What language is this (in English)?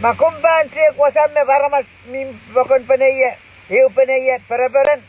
Pohnpeian